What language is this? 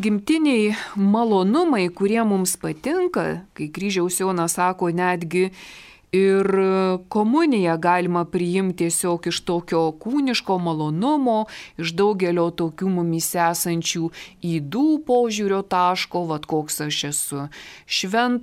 Lithuanian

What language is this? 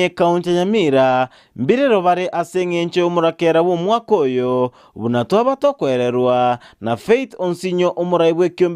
Gusii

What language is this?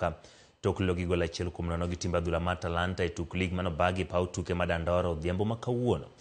Luo (Kenya and Tanzania)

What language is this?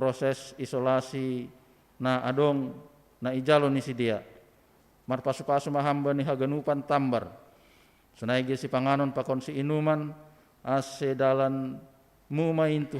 Batak Simalungun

